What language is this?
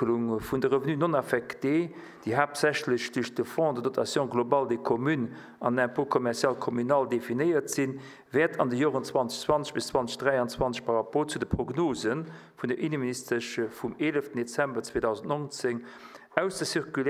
Luxembourgish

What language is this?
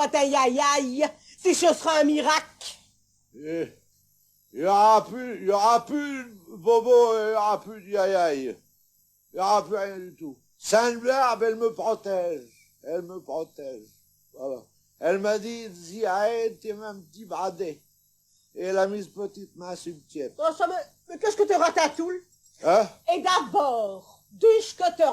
Picard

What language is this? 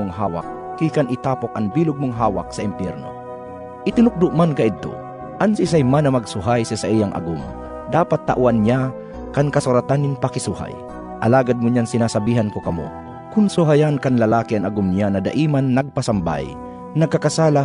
Bikol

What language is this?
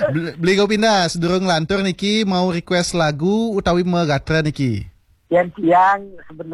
Balinese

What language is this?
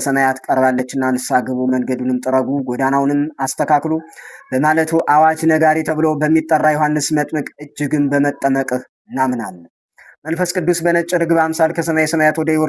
Amharic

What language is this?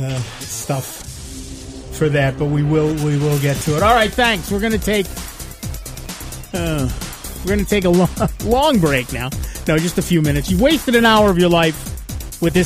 English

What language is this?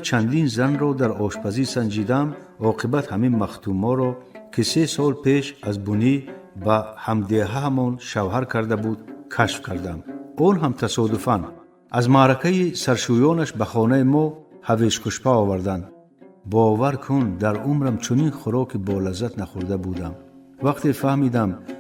Tajik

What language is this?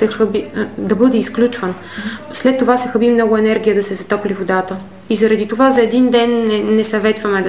Bulgarian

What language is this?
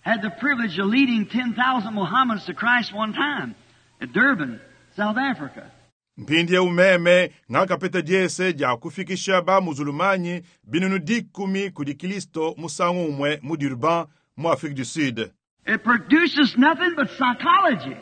Luba-Lulua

